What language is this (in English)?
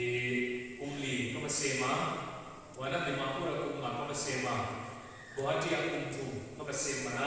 Paite Chin